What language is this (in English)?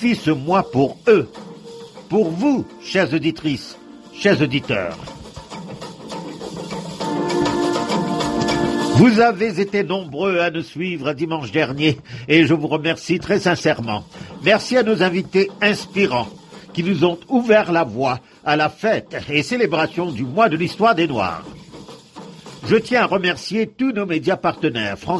French